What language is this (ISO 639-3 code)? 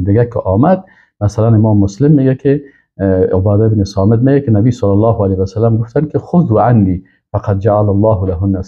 fas